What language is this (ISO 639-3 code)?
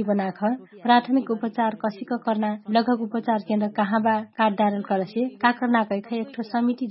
thl